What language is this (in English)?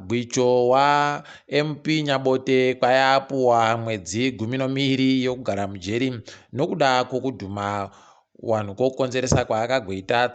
Ndau